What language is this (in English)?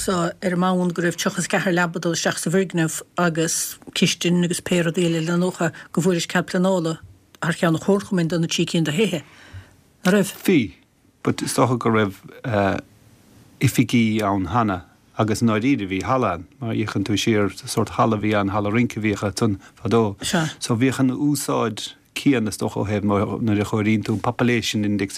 Irish